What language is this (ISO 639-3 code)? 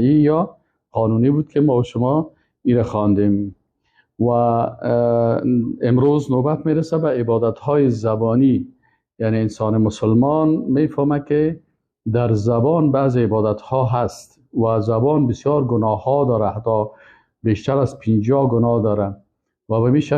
fas